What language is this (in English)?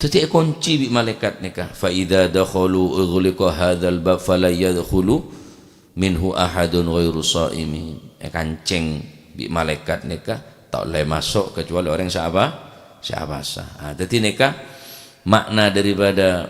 Madurese